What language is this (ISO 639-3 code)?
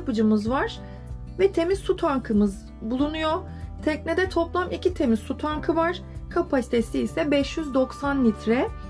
tur